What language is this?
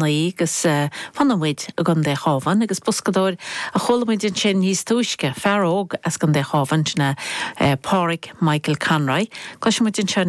Irish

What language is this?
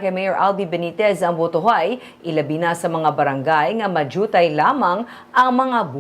Hiligaynon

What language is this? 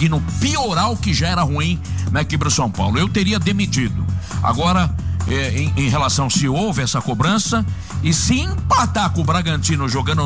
Portuguese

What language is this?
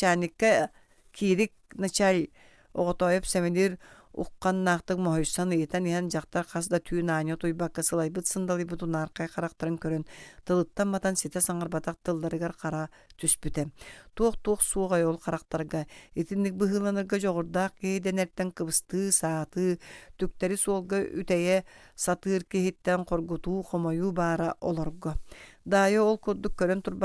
Yakut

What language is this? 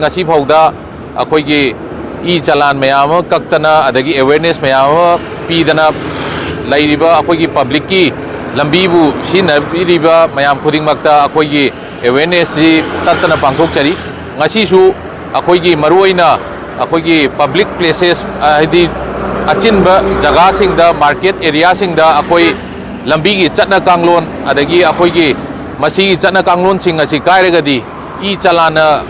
Manipuri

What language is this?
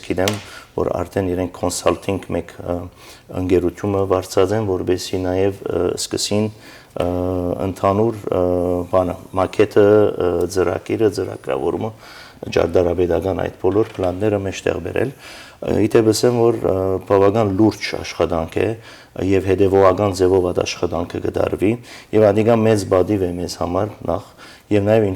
Western Armenian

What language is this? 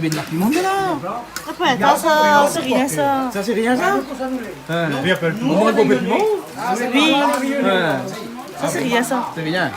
Réunion Creole French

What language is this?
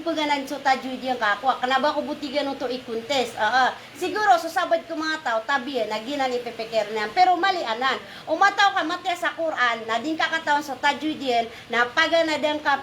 Maranao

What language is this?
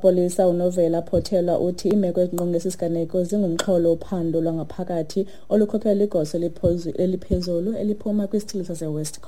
Xhosa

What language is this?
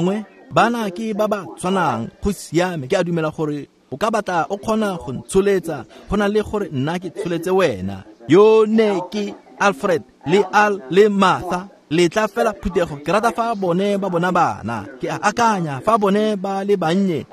Tswana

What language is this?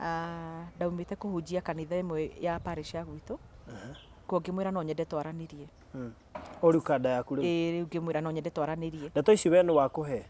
Kikuyu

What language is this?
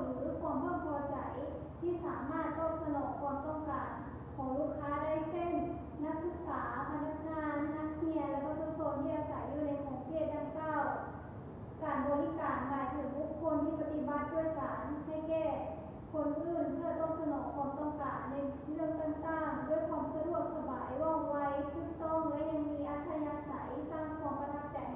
Lao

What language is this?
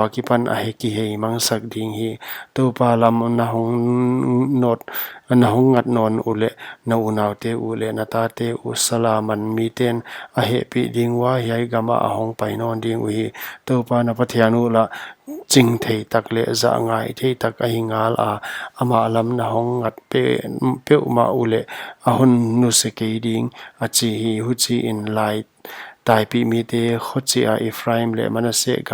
Paite Chin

